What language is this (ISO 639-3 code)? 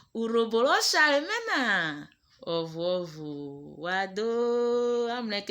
urh